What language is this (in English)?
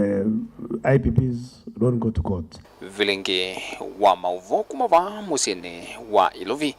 Kamba